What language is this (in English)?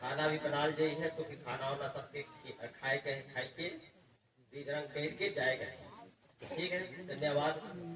Sadri